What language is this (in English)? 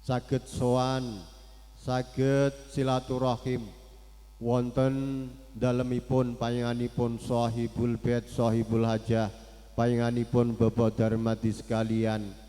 Javanese